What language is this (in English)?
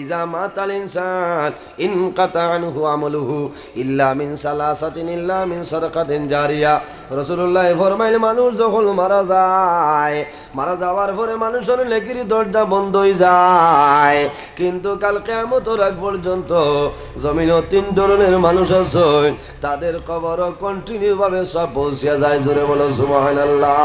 Sylheti